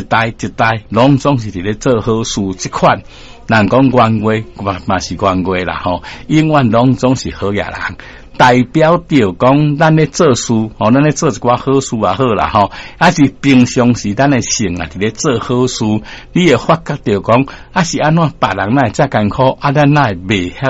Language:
Min Nan Chinese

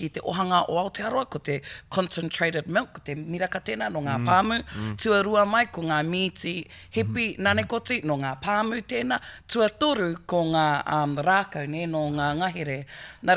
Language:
Māori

